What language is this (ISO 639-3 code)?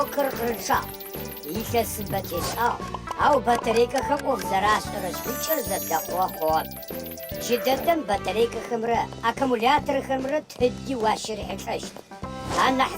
ady